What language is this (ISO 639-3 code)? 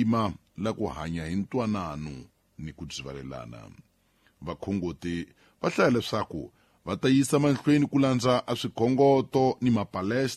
tso